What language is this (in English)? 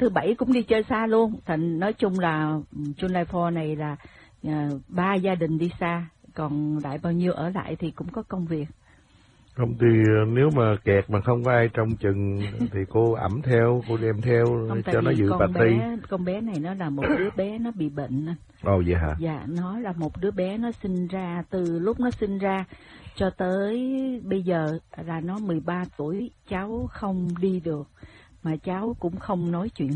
Vietnamese